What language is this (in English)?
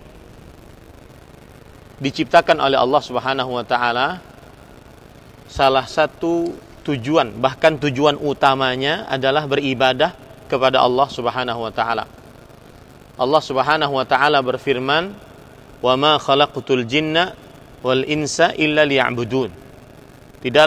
Indonesian